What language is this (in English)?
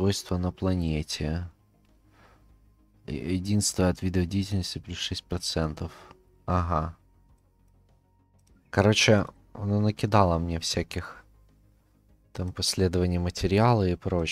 Russian